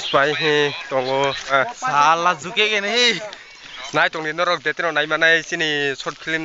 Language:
Kok Borok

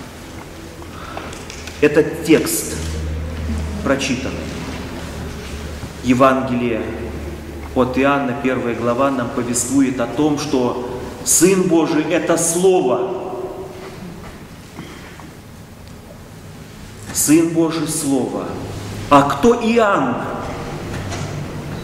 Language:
Russian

